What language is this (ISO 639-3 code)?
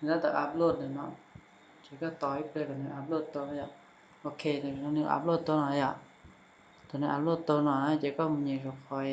hmn